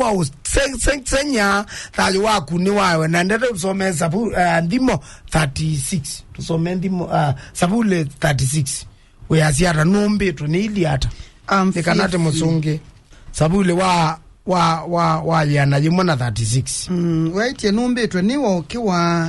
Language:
Kamba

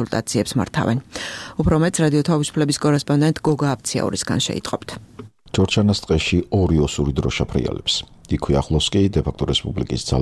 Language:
Georgian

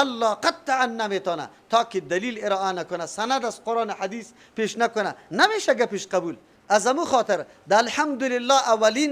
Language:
Persian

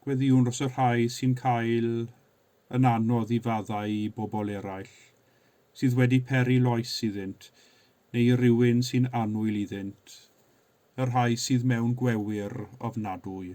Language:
Welsh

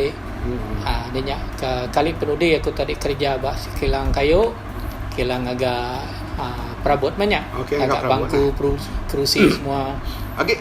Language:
Iban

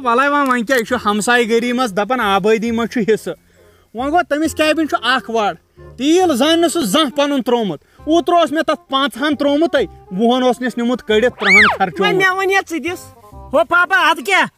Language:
Kashmiri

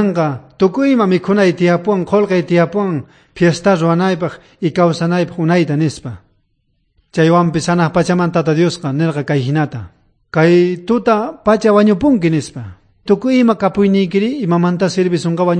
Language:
South Bolivian Quechua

